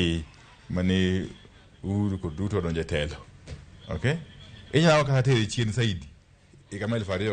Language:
Luo (Kenya and Tanzania)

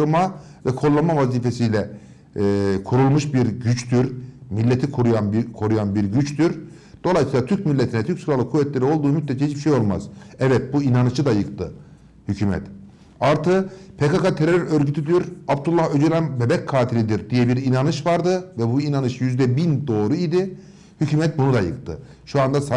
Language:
Turkish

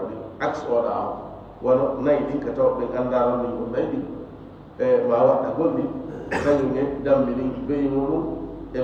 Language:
Fula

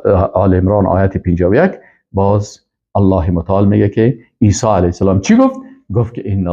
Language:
Persian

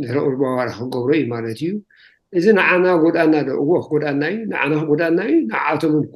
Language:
Tigrinya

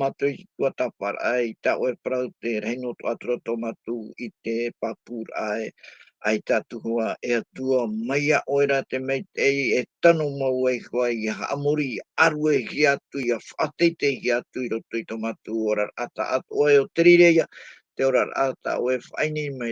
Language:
Tahitian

